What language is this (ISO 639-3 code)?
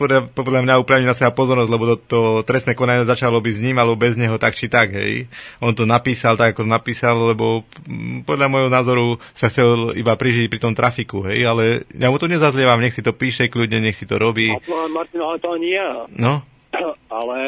slk